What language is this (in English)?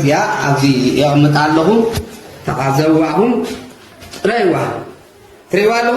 Tigrinya